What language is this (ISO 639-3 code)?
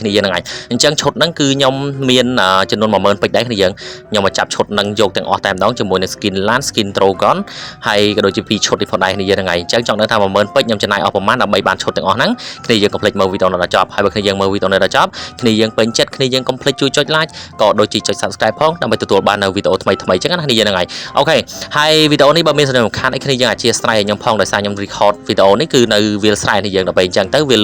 khm